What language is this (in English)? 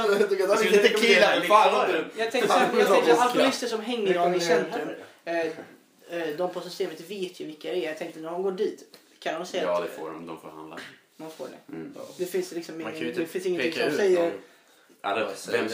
Swedish